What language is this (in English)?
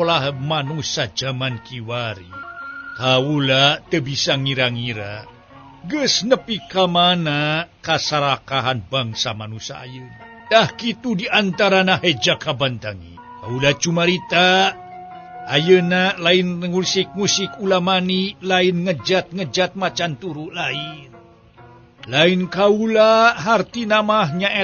Sundanese